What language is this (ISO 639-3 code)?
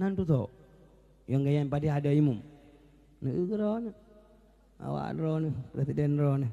ace